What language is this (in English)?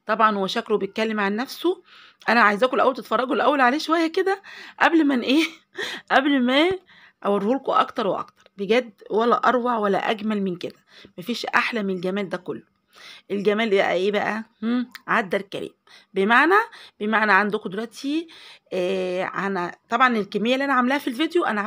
Egyptian Arabic